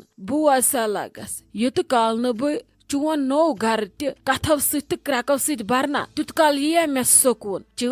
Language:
Kashmiri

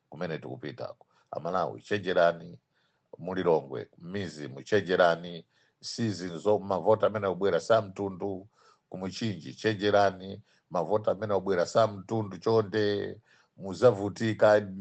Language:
Nyanja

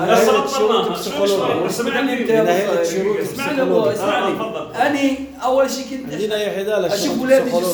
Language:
North Levantine Arabic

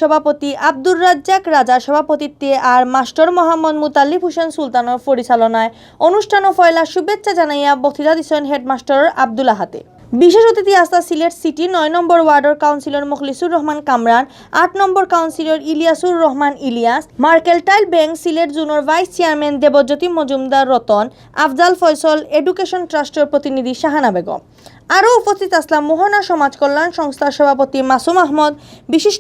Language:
Sylheti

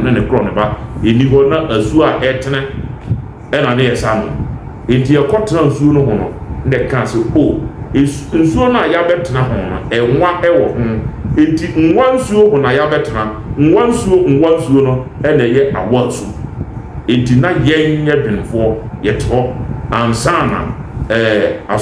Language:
Akan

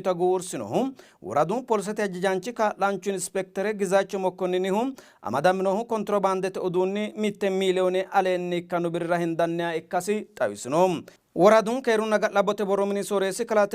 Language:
Sidamo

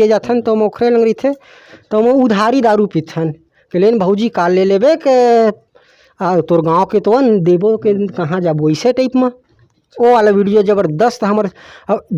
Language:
Chhattisgarhi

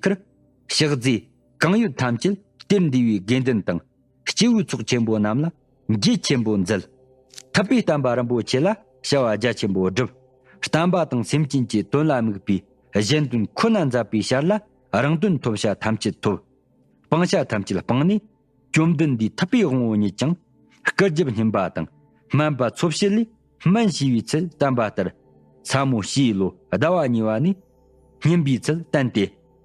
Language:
Tibetan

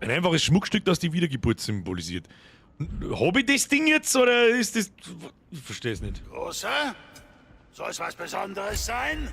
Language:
Bavarian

